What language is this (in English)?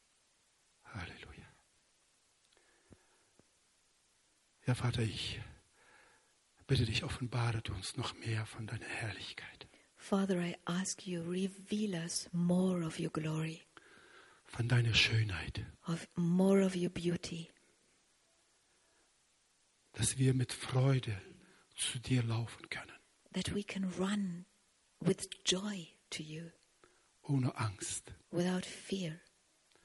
German